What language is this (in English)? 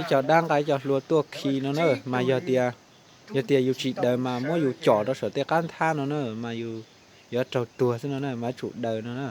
Hmong